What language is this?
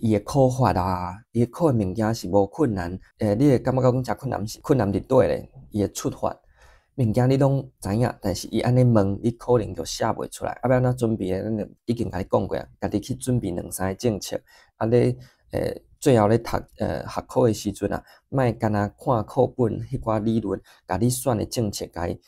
Min Nan Chinese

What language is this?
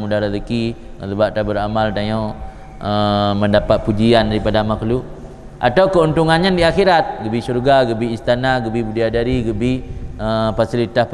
Achinese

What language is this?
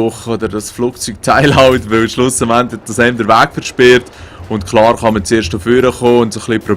Swiss German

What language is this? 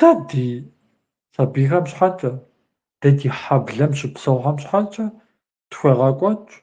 Kabardian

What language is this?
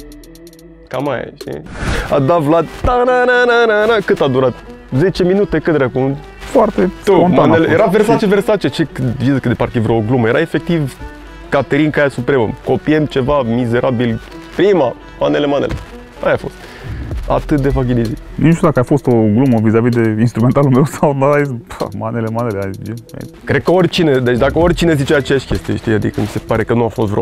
Romanian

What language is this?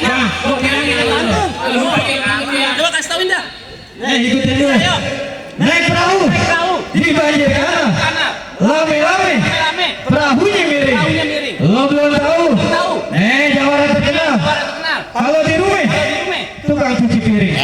Betawi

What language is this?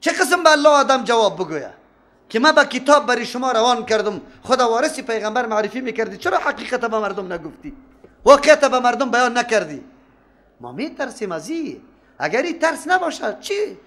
Persian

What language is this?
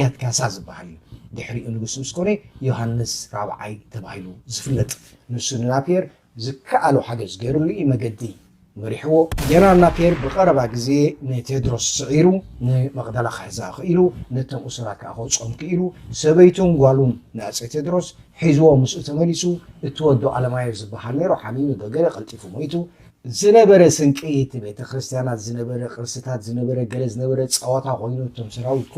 Tigrinya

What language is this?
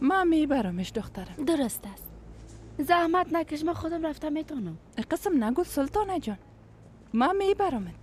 Persian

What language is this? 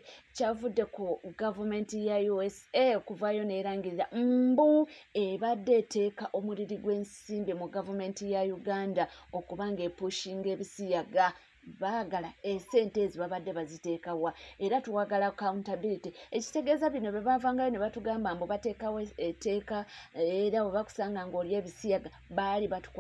Ganda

